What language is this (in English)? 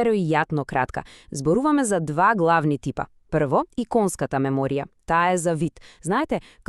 Macedonian